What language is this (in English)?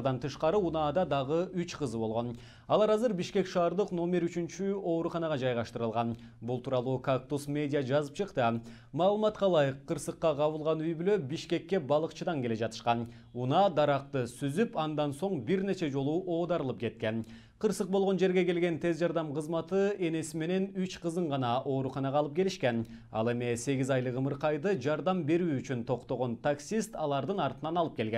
Kyrgyz